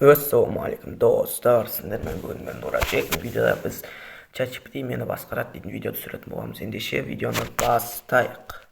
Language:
Kazakh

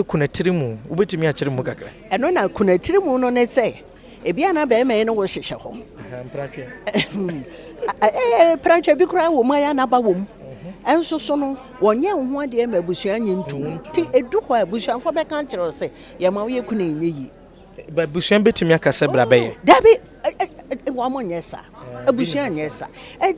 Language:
Akan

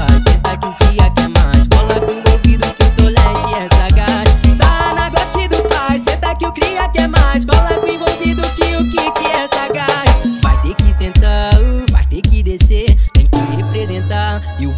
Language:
Portuguese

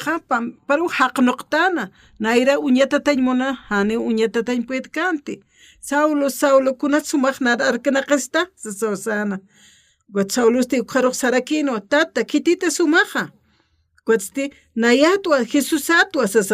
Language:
Aymara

